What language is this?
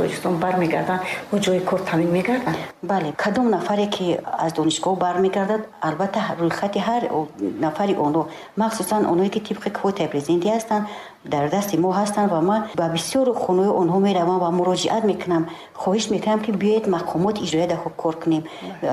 Tajik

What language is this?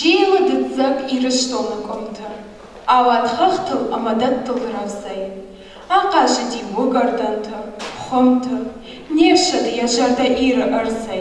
Ossetic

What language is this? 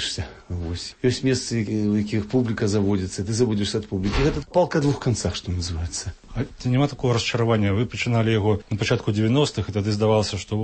Belarusian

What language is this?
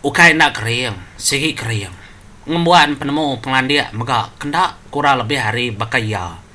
Iban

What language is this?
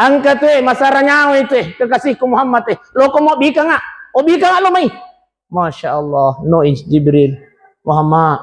Buginese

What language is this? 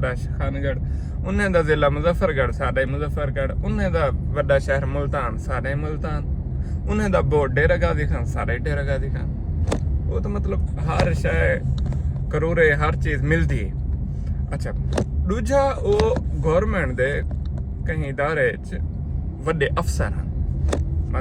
Saraiki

